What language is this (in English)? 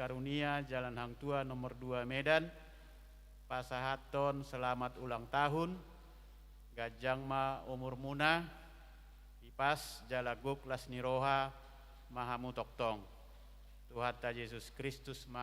Batak Toba